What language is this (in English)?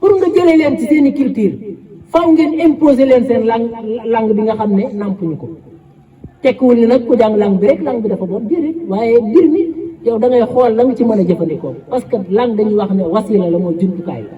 Wolof